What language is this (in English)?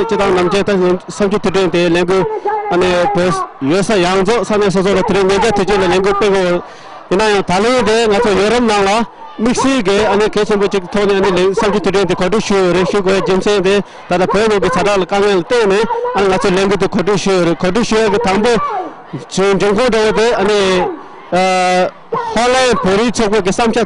Tibetan